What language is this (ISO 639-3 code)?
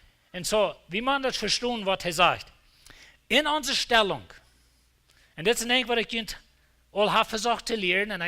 pdt